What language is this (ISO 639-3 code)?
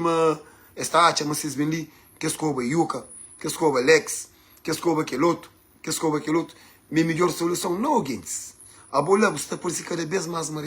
kea